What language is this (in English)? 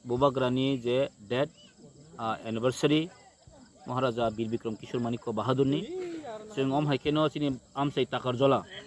Kok Borok